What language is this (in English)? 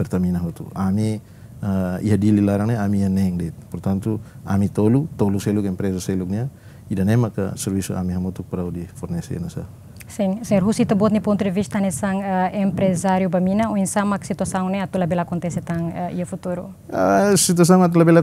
Tetum